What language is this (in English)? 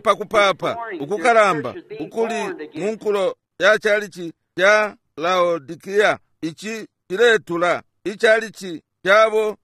Bemba